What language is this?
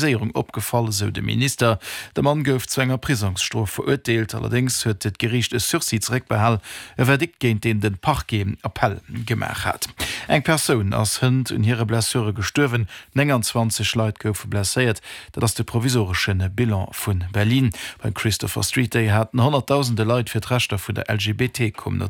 Luxembourgish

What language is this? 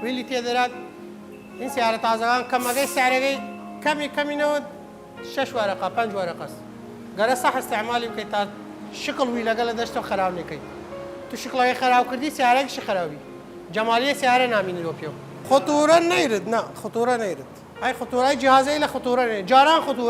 Southern Kurdish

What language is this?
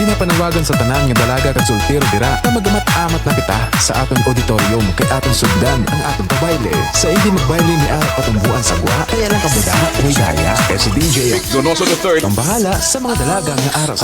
Hiligaynon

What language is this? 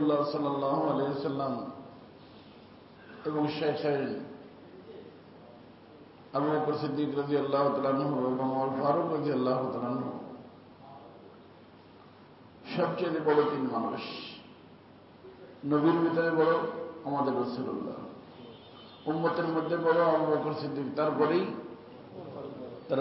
Bangla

